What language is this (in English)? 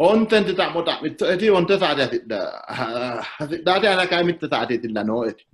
Sidamo